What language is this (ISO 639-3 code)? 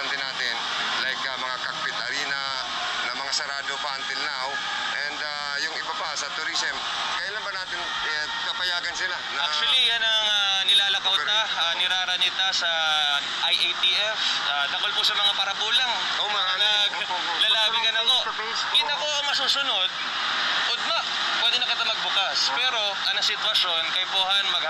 bik